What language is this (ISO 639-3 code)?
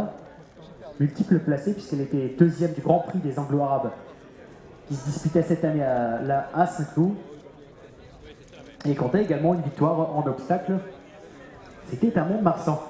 fra